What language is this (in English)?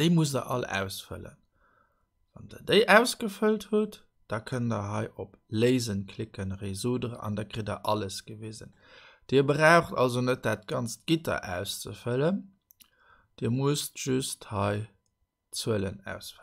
Luxembourgish